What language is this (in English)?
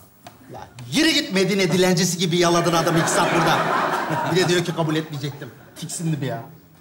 Turkish